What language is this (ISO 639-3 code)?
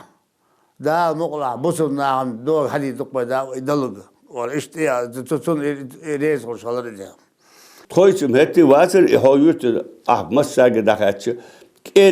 inh